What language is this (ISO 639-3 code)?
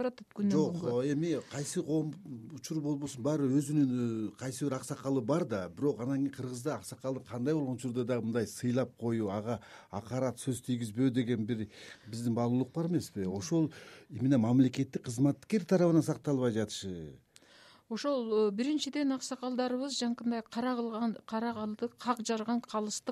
kir